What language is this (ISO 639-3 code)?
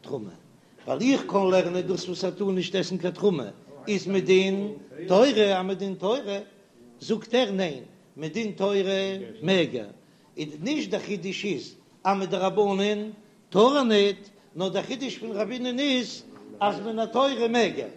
yid